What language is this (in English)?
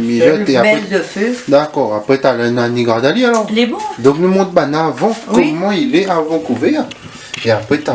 Réunion Creole French